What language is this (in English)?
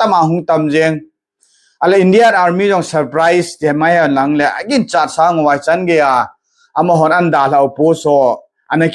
Thado Chin